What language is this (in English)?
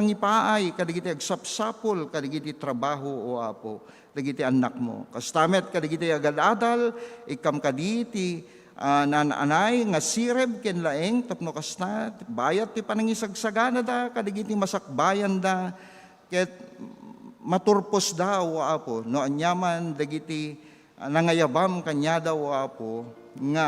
Iloko